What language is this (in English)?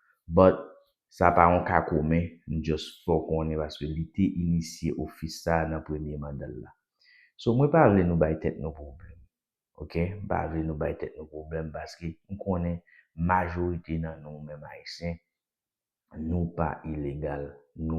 Haitian Creole